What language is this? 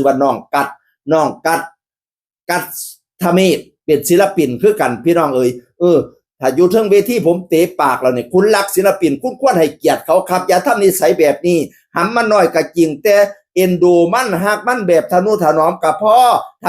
Northeastern Thai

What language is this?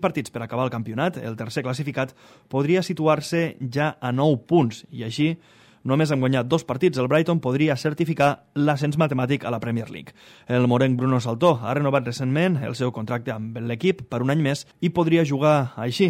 Catalan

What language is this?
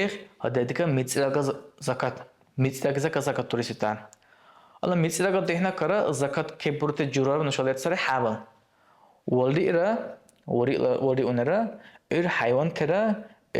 Dargwa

